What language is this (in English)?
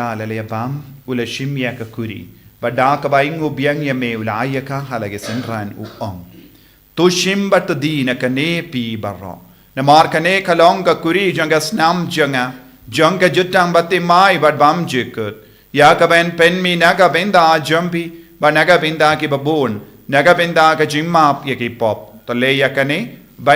Khasi